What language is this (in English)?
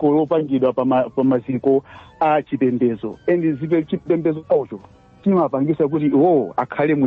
Nyanja